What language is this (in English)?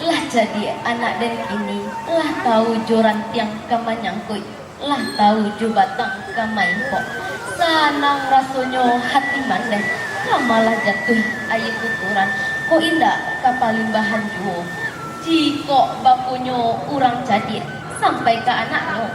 Minangkabau